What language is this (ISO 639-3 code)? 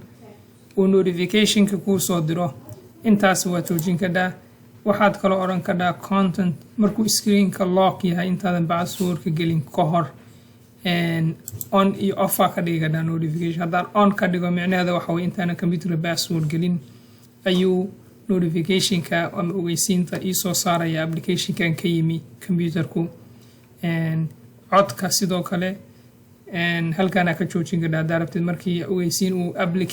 som